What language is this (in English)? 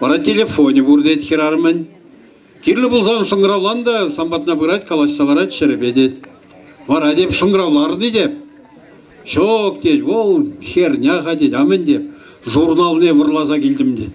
Chuvash